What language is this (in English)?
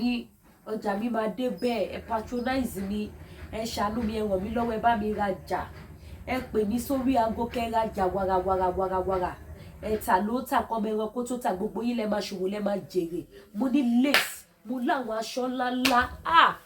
Yoruba